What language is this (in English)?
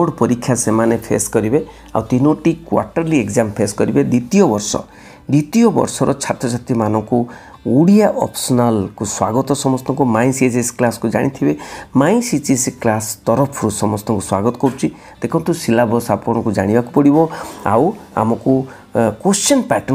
Odia